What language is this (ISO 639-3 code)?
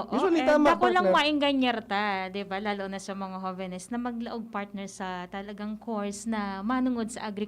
bik